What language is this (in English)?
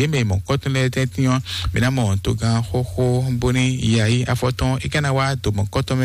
Fon